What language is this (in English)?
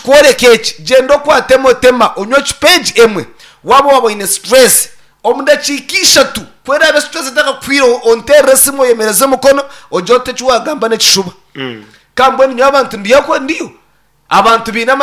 Nyankole